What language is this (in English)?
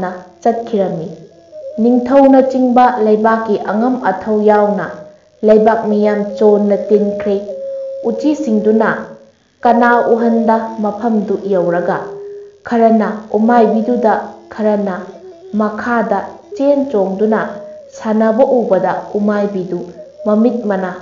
Manipuri